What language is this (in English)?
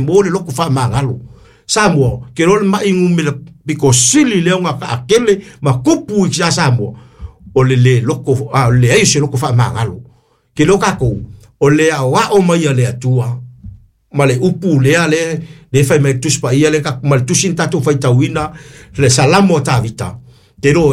Samoan